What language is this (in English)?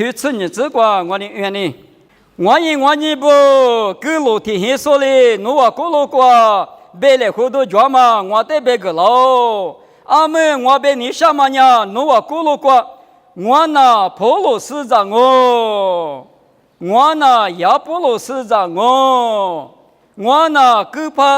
Lisu